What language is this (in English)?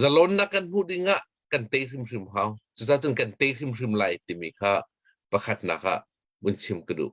Hakha Chin